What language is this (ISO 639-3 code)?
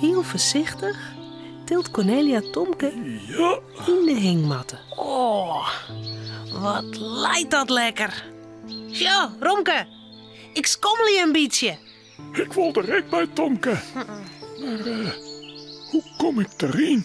fry